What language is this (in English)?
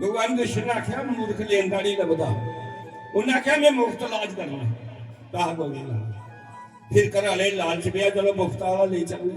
Dogri